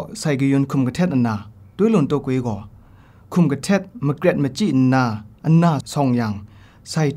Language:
Kachin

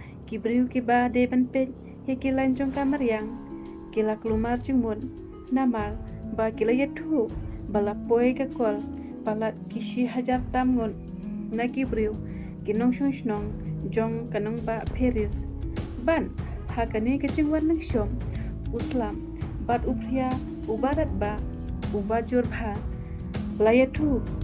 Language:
Khasi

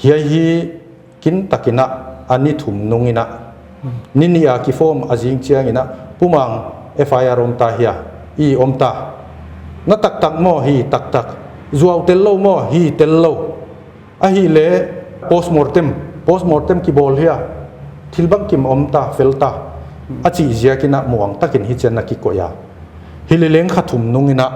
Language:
Paite Chin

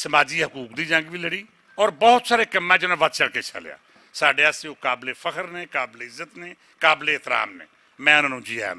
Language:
Western Panjabi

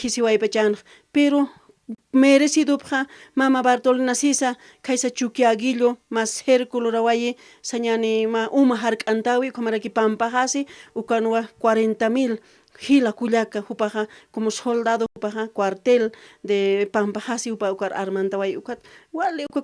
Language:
Aymara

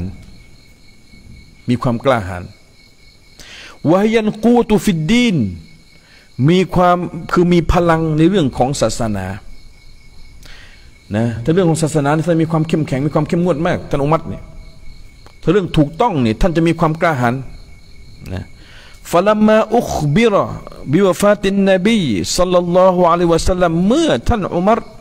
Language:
Thai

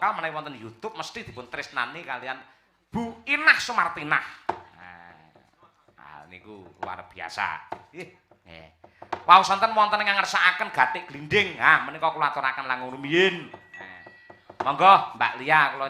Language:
Javanese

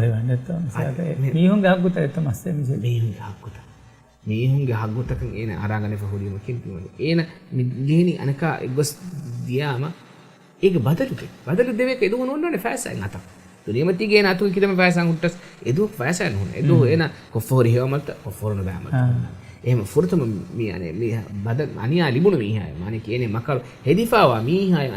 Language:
Divehi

